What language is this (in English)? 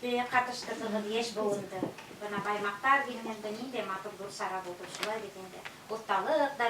Bashkir